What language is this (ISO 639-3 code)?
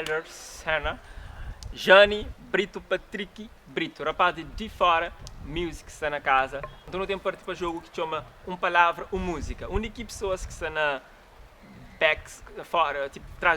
kea